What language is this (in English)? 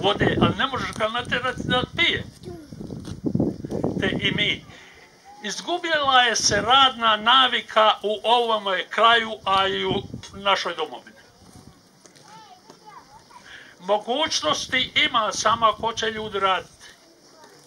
Croatian